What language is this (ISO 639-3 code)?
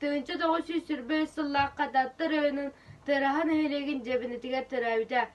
sah